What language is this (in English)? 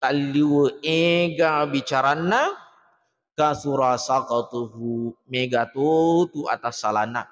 Buginese